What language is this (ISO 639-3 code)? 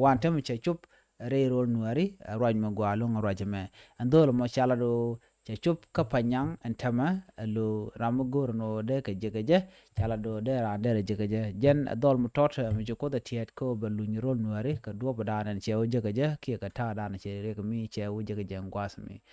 nus